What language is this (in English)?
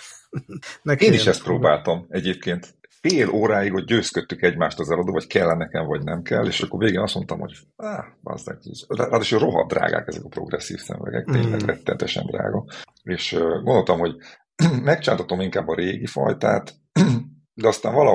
Hungarian